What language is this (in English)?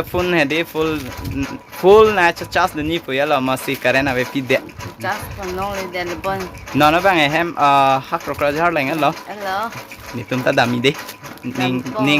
Karbi